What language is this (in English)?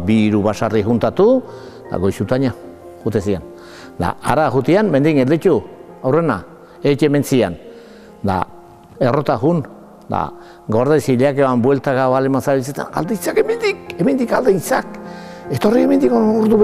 Basque